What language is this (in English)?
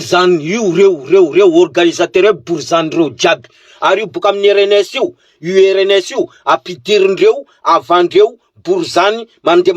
Malagasy